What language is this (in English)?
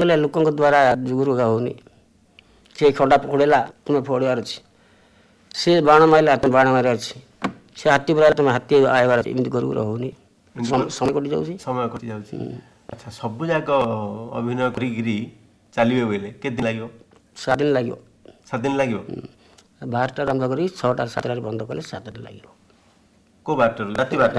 Odia